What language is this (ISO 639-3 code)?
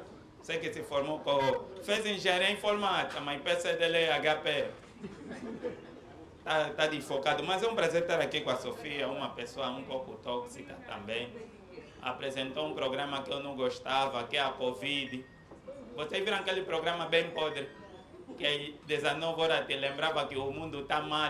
por